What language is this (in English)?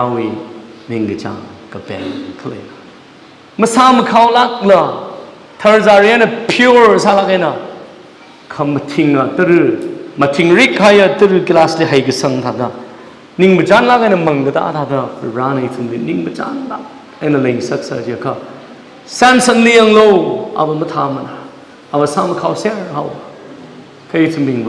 Tangkhul Naga (India)